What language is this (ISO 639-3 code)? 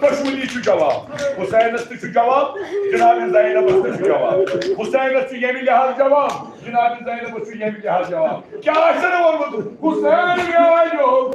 kas